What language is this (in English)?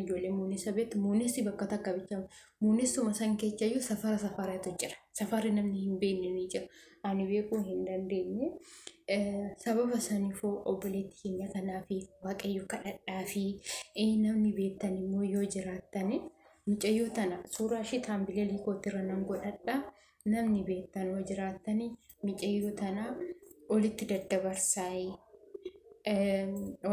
Oromo